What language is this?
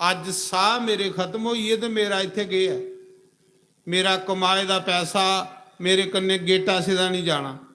Dogri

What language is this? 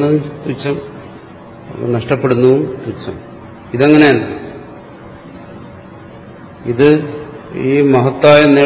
Malayalam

